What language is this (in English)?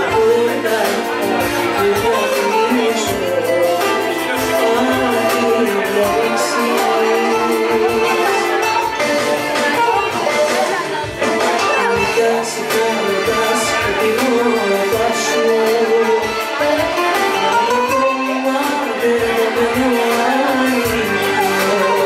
Greek